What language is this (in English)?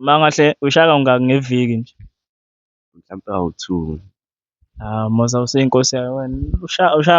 Zulu